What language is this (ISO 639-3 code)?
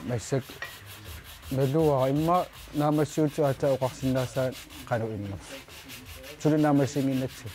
kal